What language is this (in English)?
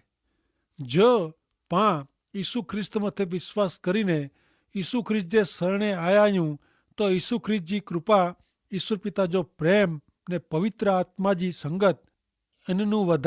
Kachhi